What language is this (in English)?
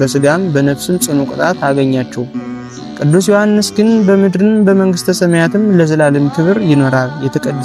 Amharic